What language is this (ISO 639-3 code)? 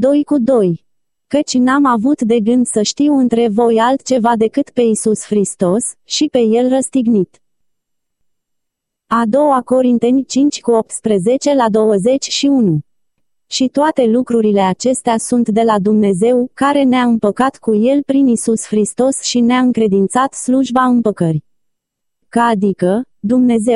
ron